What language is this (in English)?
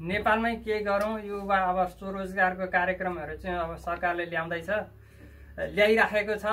Nepali